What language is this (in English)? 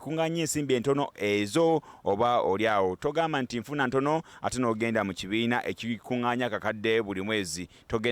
Ganda